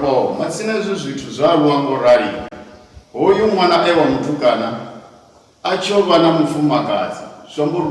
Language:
Venda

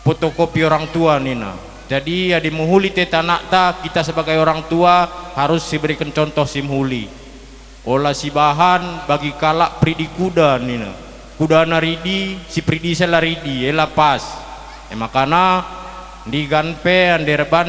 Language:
Batak Karo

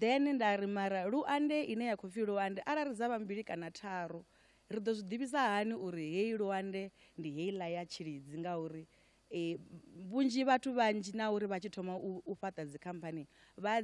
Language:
Venda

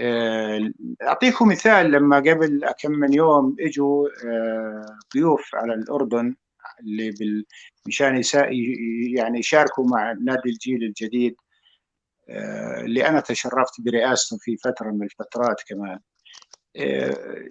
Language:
North Levantine Arabic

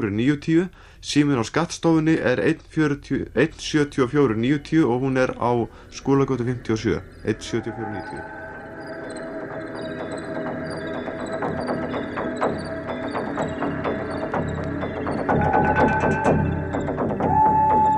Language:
Icelandic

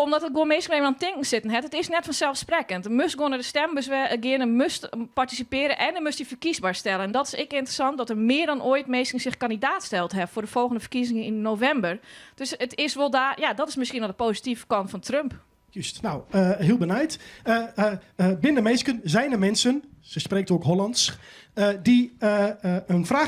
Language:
Western Frisian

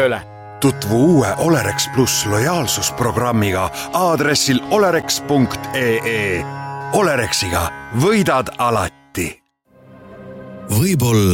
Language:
Estonian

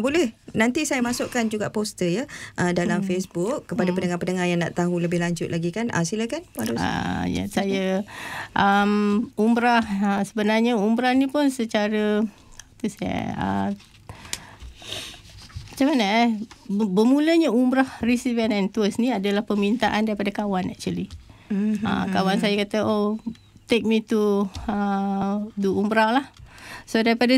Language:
Malay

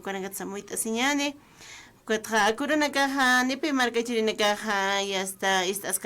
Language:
Aymara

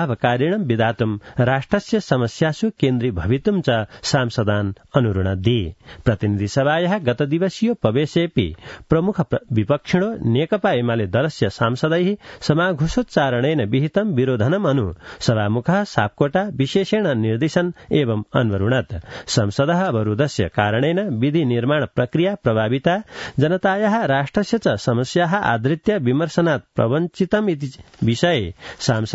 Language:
Sanskrit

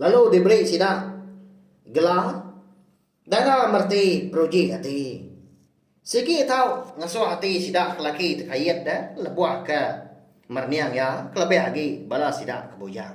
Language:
Iban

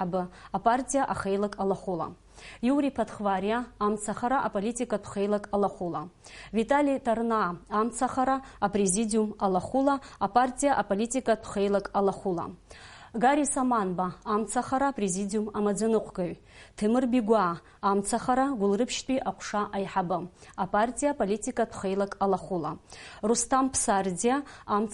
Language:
Abkhazian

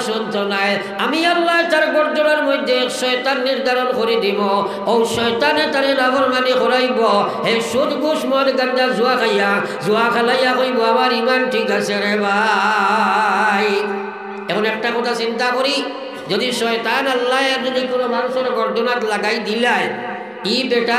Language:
Sylheti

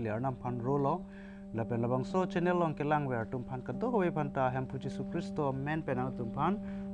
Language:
Karbi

